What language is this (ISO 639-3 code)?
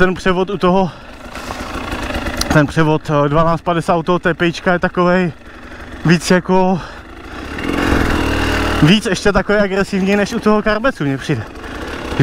ces